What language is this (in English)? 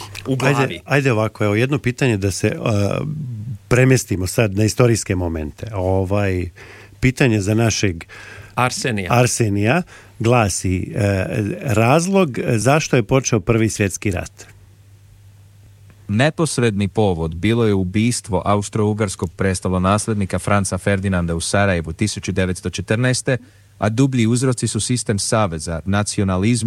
Serbian